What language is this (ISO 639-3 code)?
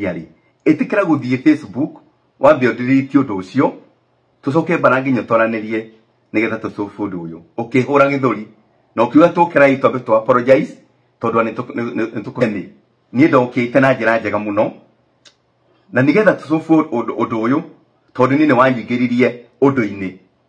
kik